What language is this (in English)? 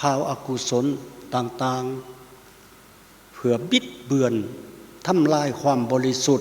Lao